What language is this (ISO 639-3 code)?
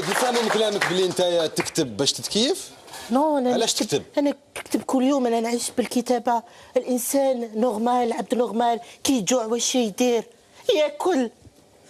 arq